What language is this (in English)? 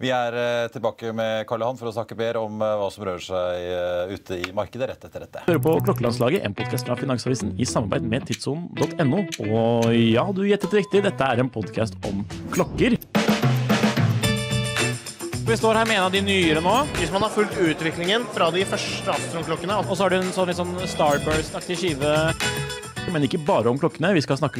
Norwegian